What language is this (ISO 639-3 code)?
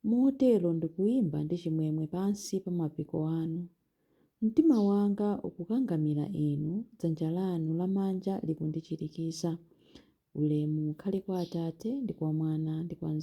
nya